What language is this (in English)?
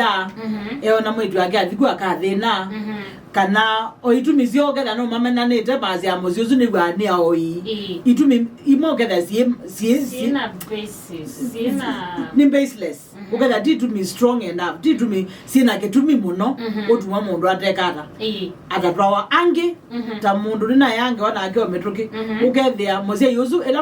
Kamba